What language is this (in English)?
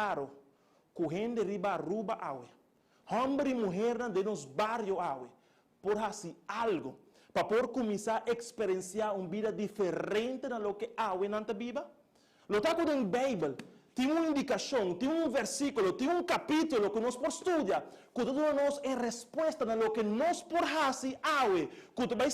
Papiamento